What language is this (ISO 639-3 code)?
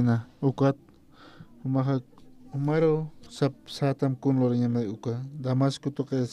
aym